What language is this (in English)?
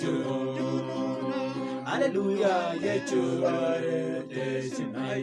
Mabaan